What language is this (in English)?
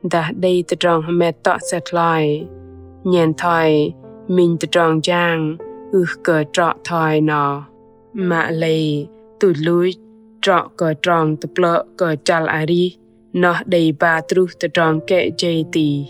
Bahnar